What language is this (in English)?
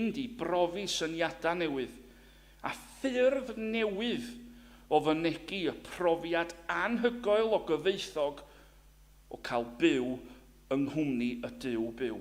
Welsh